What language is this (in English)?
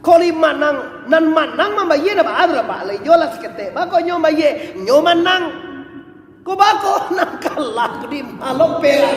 Minangkabau